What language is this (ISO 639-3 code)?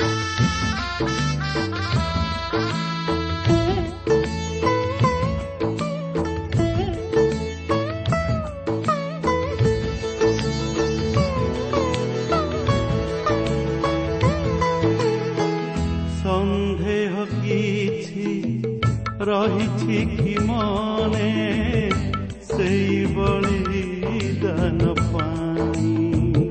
ori